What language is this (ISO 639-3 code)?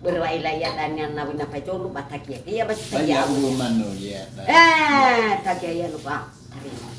nia